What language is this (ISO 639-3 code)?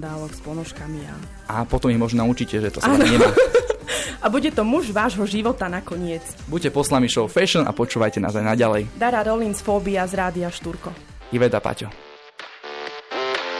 slk